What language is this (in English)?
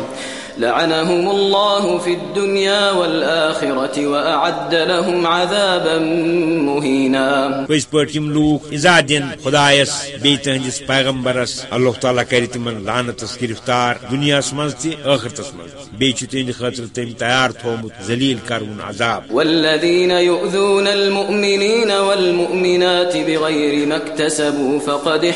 Kashmiri